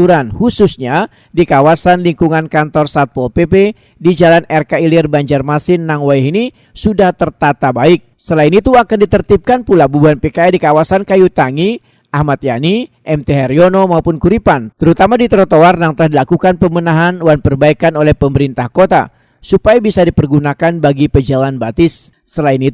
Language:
Banjar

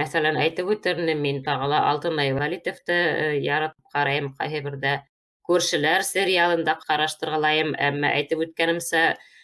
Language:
Bashkir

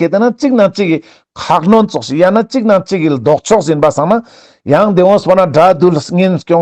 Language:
Ladakhi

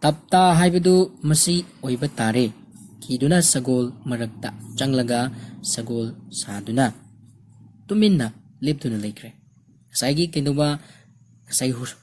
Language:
Manipuri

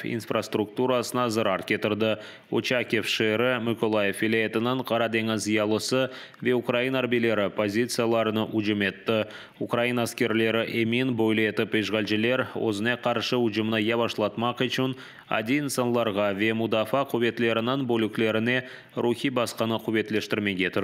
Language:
Crimean Tatar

